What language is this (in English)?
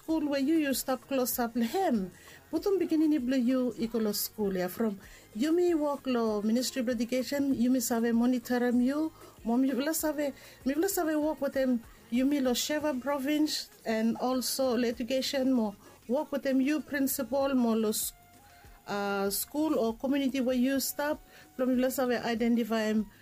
Bislama